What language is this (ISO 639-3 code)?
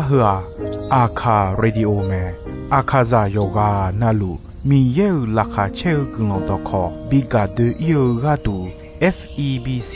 ahk